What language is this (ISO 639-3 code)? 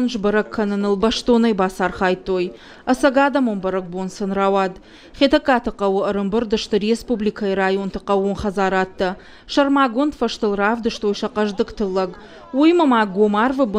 oss